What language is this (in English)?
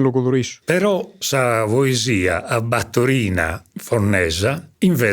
Sardinian